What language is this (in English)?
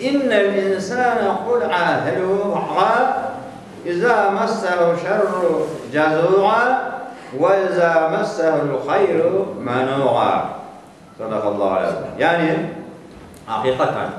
Crimean Tatar